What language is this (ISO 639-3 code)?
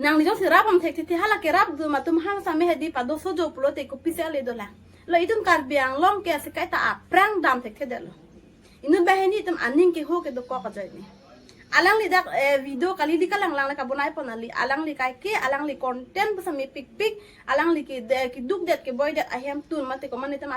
mjw